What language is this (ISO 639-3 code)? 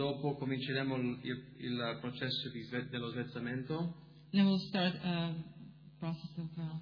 ita